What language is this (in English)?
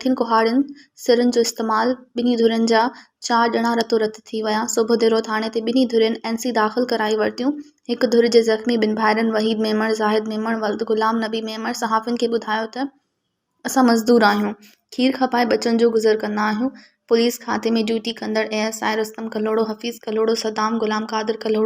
Sindhi